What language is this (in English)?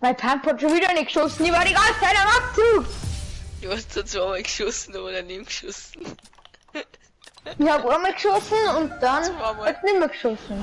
Bavarian